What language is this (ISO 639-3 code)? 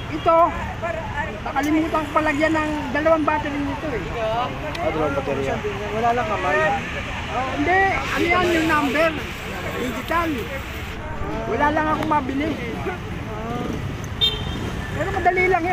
fil